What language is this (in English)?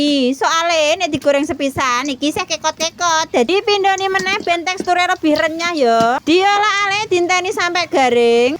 Javanese